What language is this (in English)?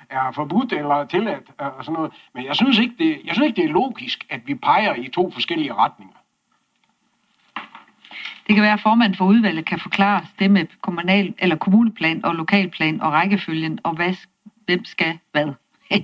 Danish